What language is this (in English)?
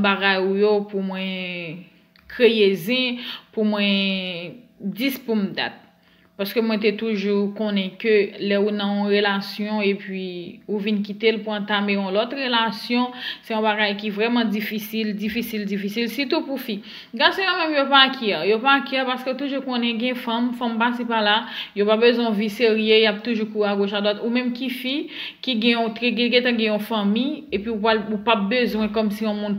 Haitian Creole